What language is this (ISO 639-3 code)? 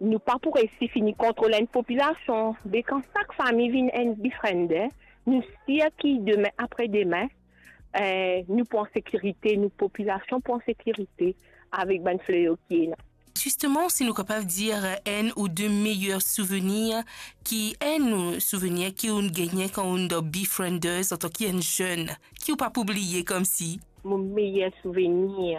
mfe